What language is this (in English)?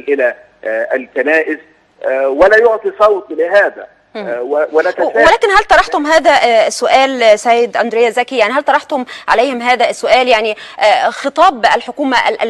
Egyptian Arabic